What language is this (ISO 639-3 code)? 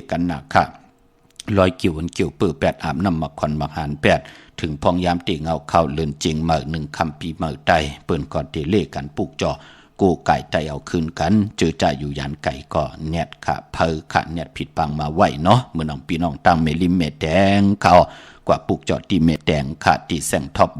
shn